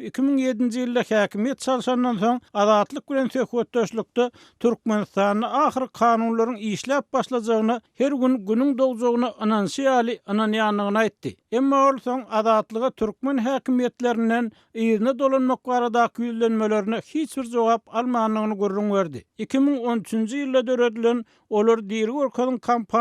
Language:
Turkmen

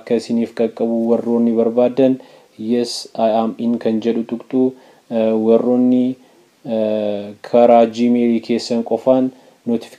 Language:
Oromo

